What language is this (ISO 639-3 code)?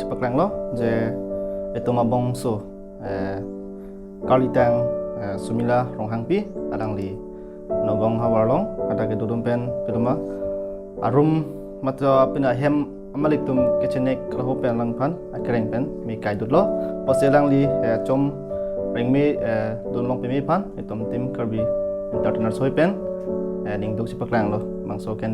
mjw